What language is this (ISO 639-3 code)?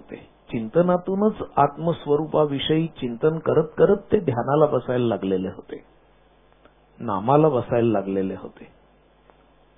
mar